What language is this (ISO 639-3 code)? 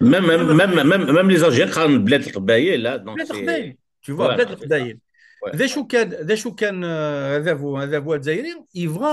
kab